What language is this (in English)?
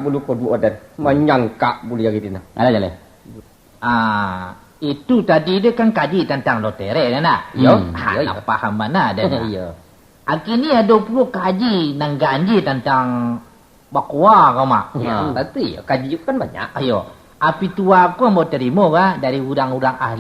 Minangkabau